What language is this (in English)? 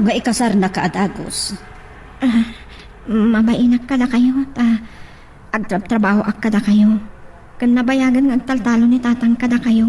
Iloko